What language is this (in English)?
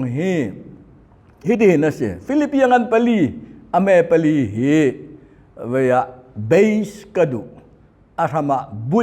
Hakha Chin